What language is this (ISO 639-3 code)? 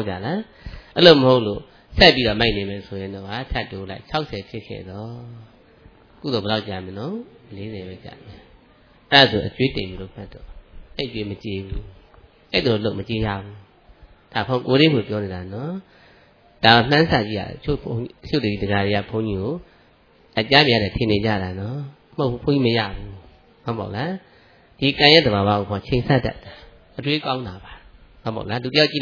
mya